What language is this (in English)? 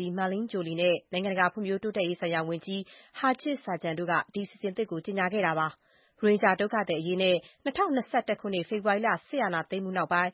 Burmese